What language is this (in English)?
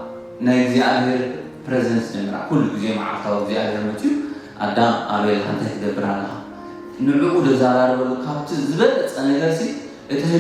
Tigrinya